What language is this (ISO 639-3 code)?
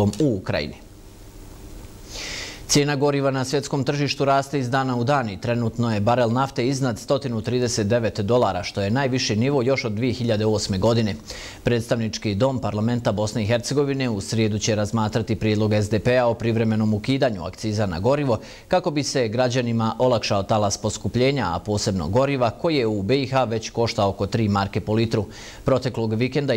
bos